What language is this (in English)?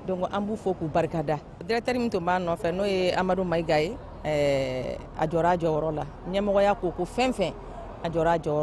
Bambara